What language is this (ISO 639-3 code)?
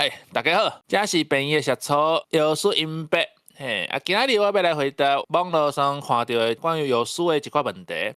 nan